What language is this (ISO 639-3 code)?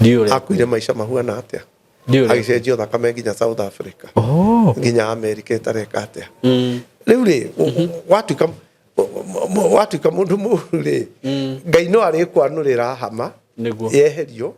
kik